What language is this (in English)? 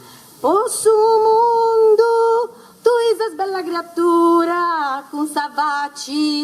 Sardinian